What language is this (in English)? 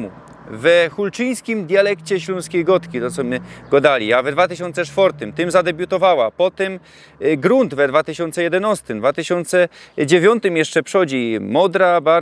Silesian